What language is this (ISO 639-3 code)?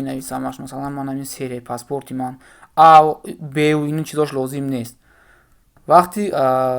tgk